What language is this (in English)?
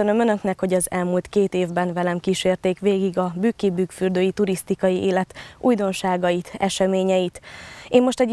Hungarian